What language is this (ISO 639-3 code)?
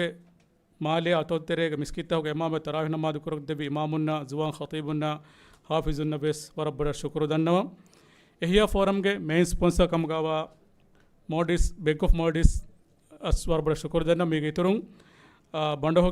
div